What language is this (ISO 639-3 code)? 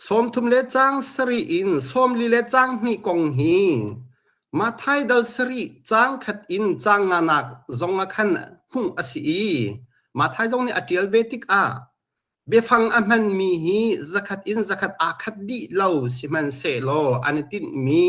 cnh